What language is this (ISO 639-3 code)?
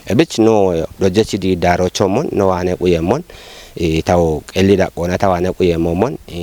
kbr